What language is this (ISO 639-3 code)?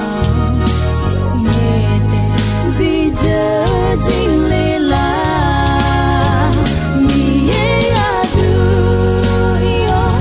ahk